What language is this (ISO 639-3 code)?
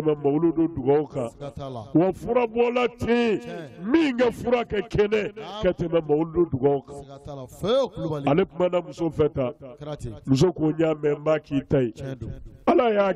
bam